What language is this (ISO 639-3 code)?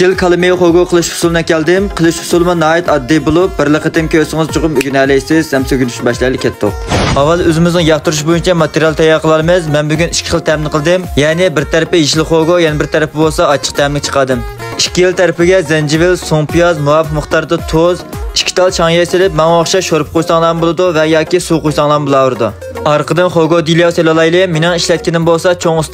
uig